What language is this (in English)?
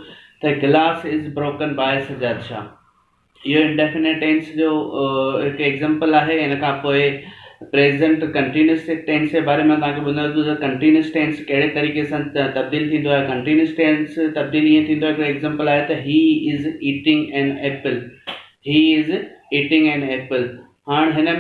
Sindhi